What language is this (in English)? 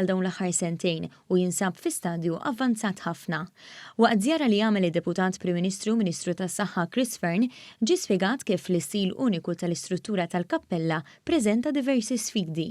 Maltese